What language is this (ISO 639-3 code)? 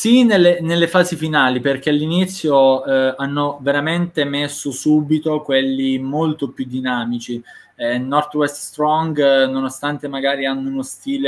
ita